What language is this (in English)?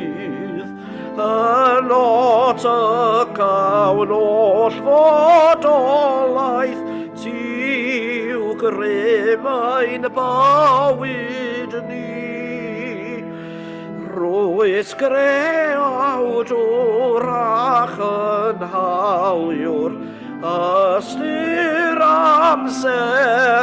Welsh